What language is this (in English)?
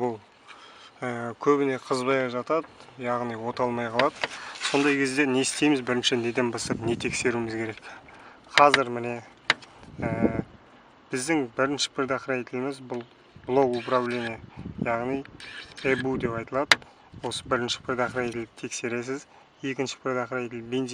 Kazakh